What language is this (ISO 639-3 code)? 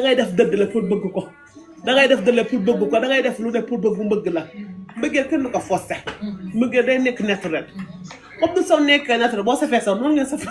wol